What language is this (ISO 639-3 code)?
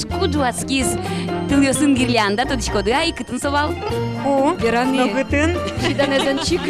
udm